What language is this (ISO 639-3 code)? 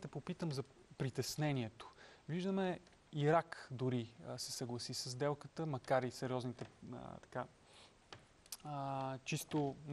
bul